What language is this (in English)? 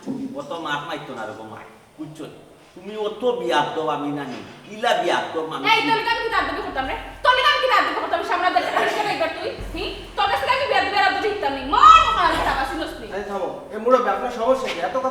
Sylheti